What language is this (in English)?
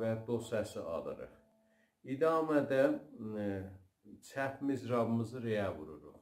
South Azerbaijani